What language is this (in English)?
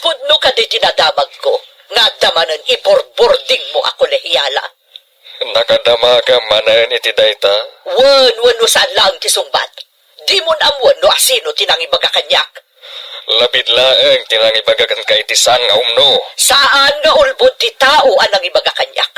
Iloko